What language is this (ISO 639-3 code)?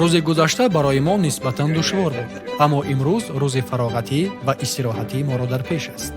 tgk